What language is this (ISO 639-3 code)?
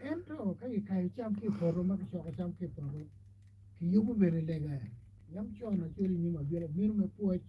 ach